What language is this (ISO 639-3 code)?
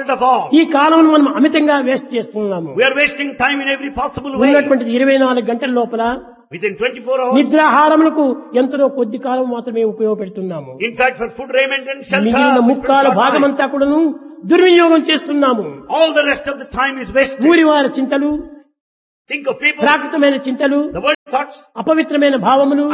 tel